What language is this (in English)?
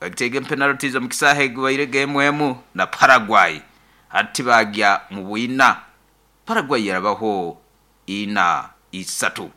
Nyoro